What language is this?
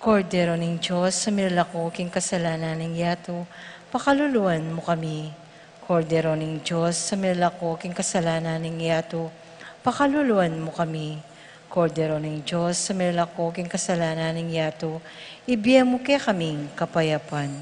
Pampanga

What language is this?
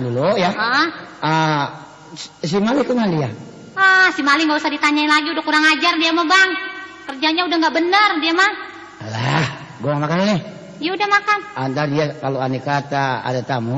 Betawi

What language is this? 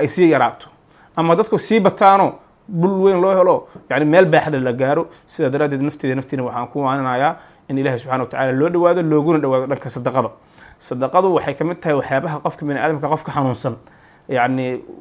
Somali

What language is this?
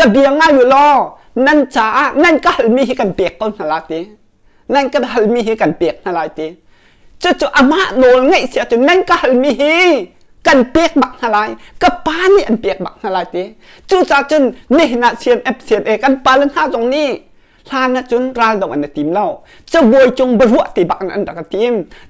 Hakha Chin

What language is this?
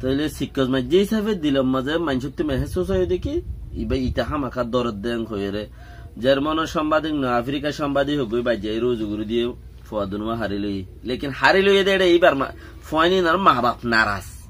Rohingya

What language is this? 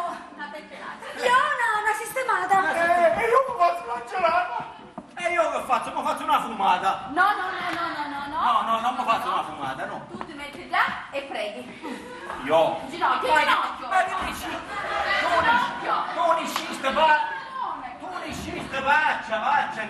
Sicilian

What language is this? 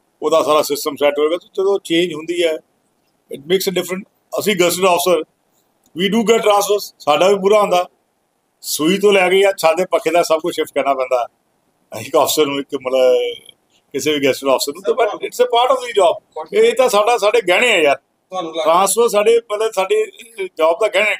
Punjabi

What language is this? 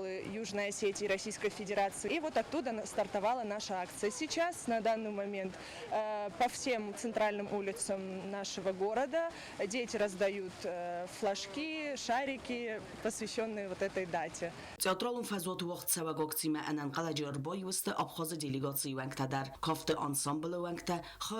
Ossetic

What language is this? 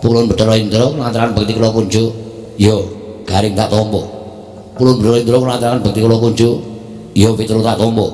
Javanese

